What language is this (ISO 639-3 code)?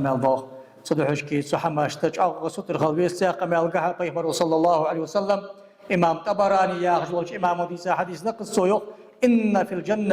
inh